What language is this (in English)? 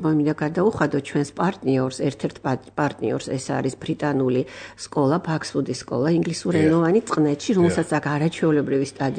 Georgian